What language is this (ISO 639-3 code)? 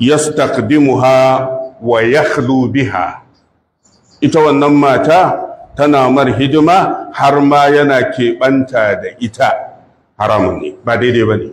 hau